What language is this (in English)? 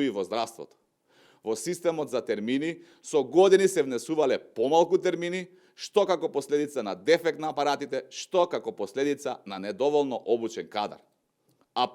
Macedonian